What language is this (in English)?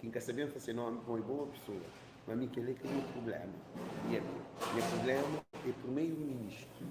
Kabuverdianu